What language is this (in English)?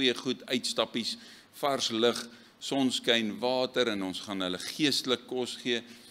Afrikaans